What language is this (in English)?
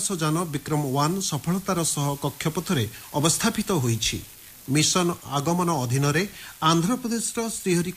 Odia